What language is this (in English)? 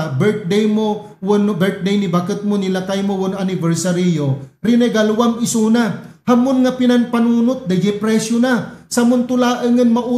Iloko